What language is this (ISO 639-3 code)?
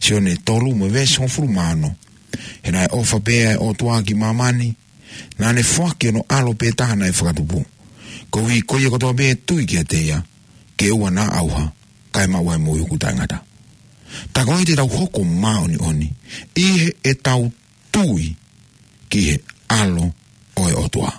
ton